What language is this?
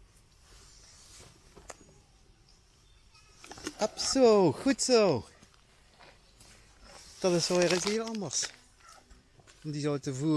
Dutch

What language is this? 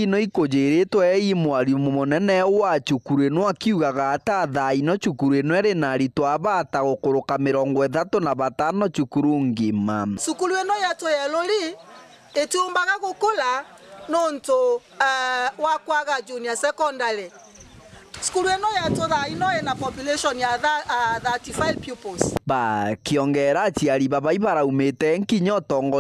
Meru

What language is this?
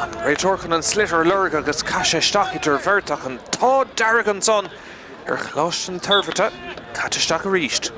Irish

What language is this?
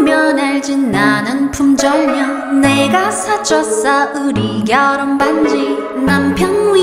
Korean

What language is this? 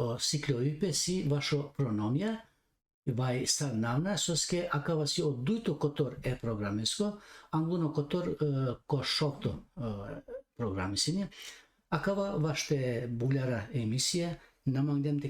Balkan Romani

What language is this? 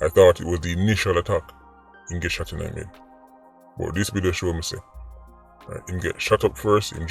Jamaican Creole English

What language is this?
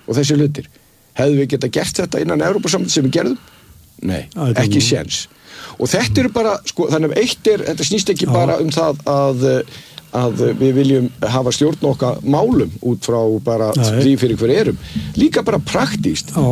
Icelandic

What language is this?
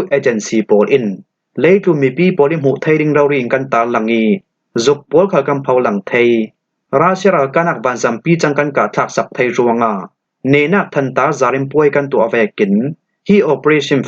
Falam Chin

